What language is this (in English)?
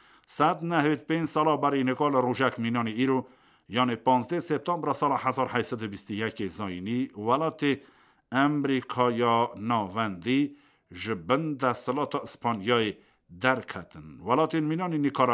Kurdish